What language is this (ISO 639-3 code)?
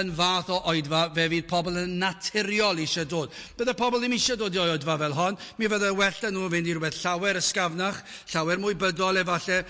cym